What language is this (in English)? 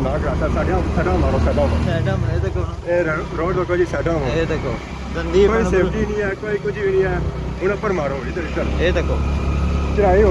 Pahari-Potwari